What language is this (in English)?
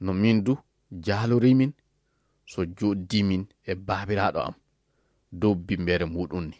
Fula